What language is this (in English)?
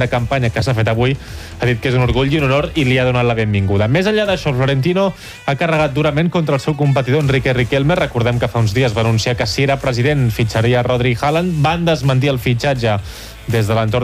Catalan